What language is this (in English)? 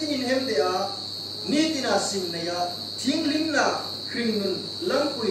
Hmar